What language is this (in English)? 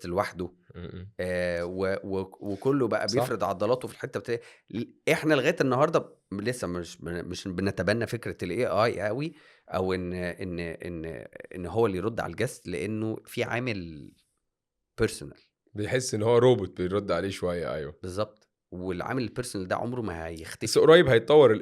Egyptian Arabic